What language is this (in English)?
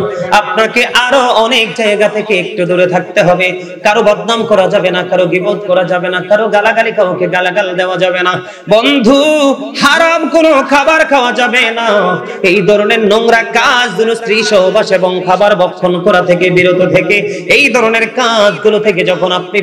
Bangla